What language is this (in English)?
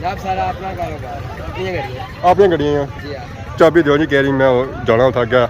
Pahari-Potwari